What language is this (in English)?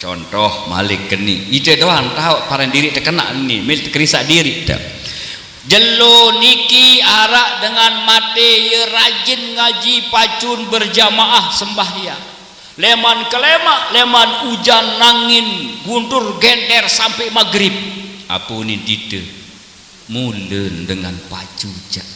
Sasak